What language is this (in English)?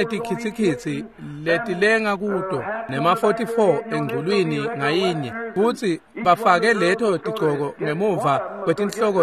Swati